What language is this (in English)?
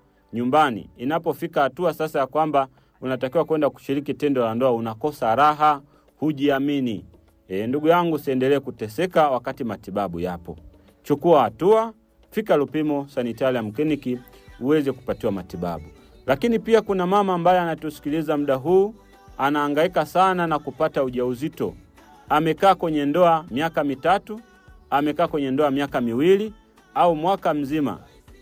Swahili